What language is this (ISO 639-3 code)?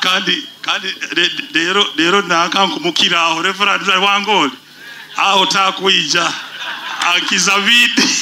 nyo